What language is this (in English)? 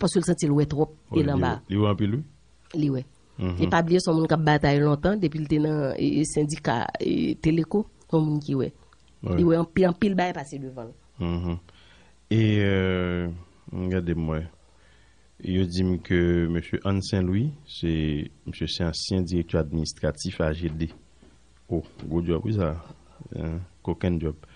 Haitian Creole